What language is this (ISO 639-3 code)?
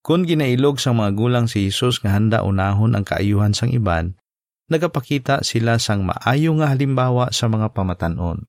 hil